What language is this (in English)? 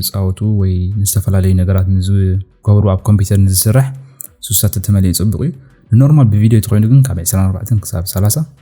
Tigrinya